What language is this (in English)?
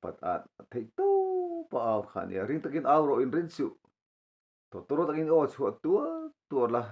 Mizo